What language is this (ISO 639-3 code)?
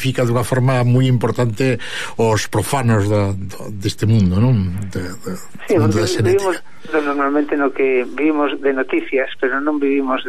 glg